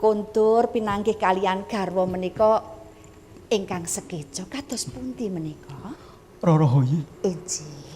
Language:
Javanese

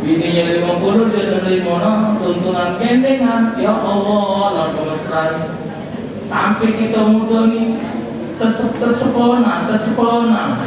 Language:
Musi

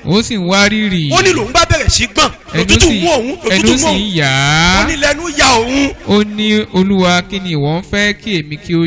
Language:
Yoruba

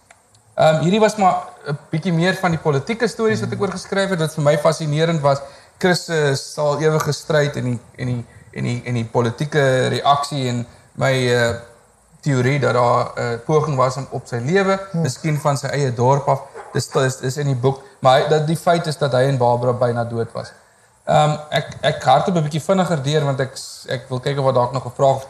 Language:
Afrikaans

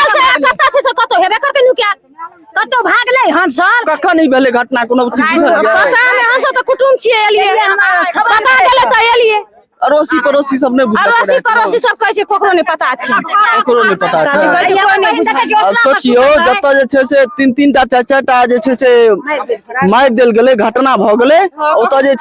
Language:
Maithili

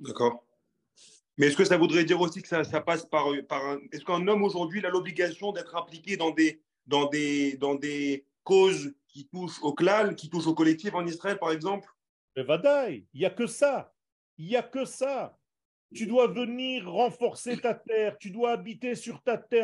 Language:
French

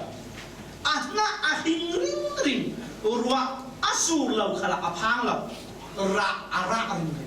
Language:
Falam Chin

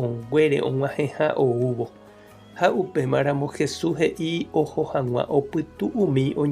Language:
Guarani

